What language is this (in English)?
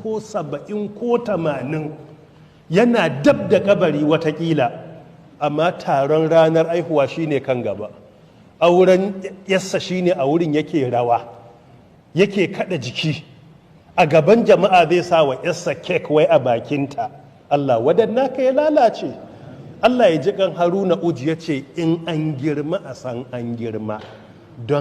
Hausa